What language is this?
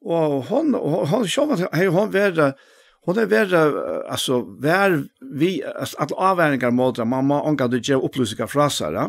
Faroese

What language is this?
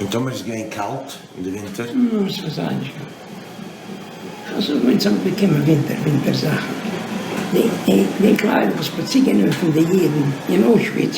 Yiddish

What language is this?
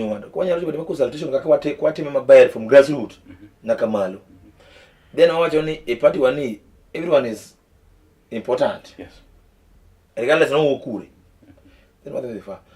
Luo (Kenya and Tanzania)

